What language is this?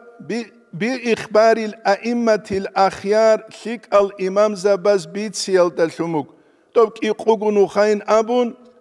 Avaric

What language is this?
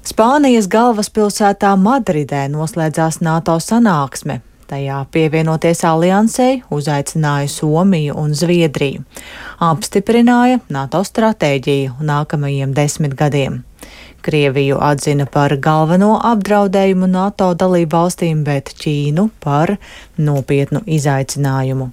Latvian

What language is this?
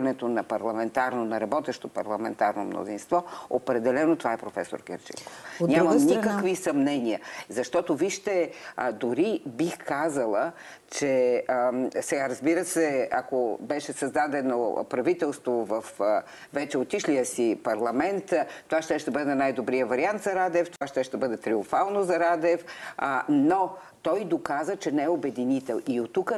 Bulgarian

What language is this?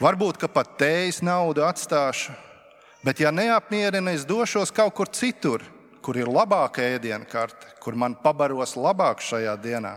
Latvian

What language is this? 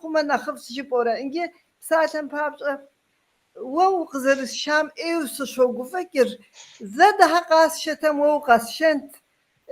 Kabardian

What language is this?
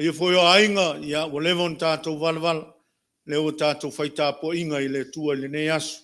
Samoan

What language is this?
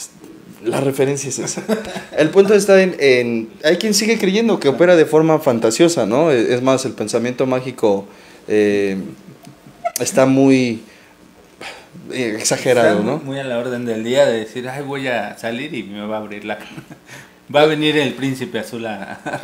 Spanish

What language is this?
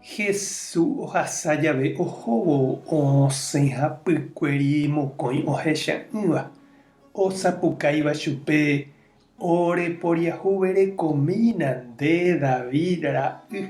Guarani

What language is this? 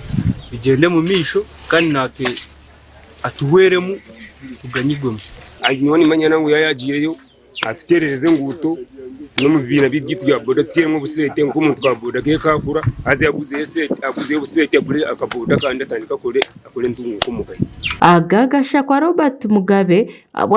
Nyankole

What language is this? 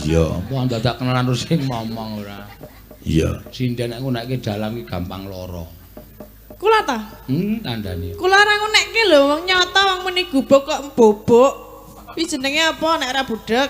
Javanese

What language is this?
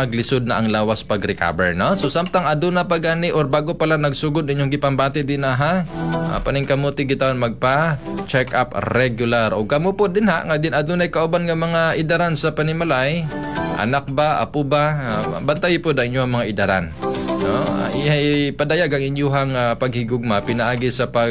Cebuano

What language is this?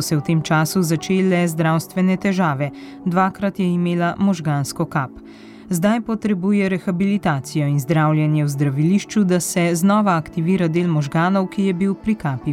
Slovenian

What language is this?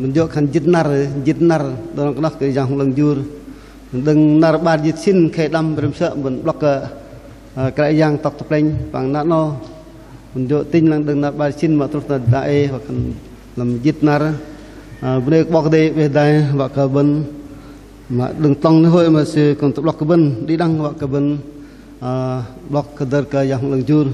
Bahnar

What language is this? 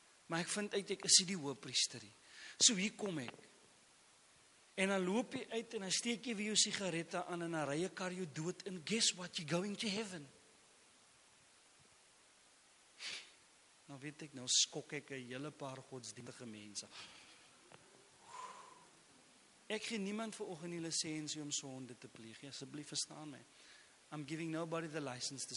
Afrikaans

